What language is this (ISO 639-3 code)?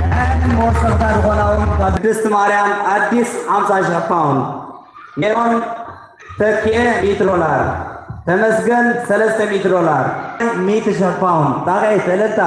tir